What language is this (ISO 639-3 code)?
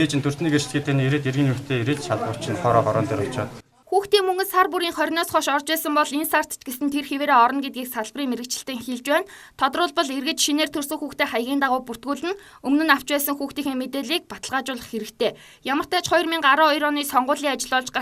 mon